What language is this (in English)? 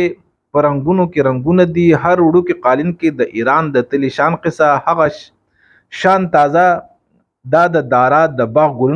Pashto